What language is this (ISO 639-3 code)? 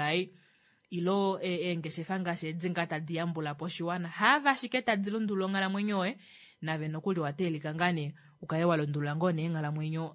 kua